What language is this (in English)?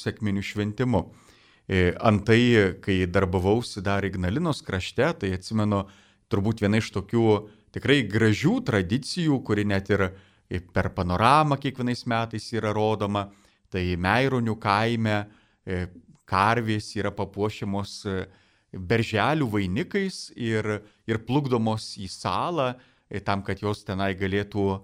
Lithuanian